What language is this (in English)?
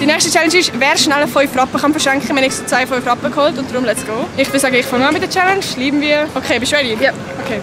Swiss German